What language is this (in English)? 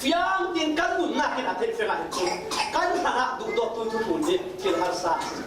Falam Chin